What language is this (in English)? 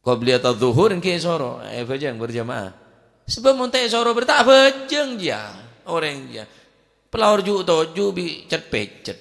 Madurese